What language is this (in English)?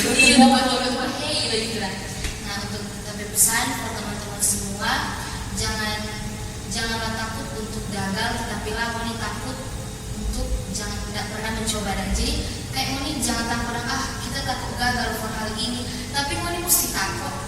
Manado Malay